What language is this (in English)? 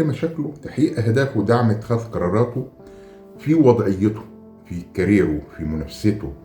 Egyptian Arabic